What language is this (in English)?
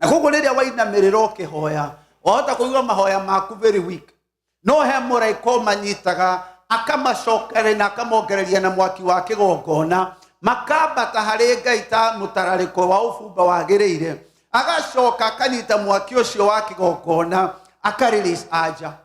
Kikuyu